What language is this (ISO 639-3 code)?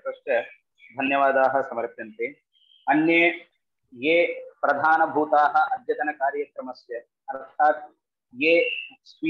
san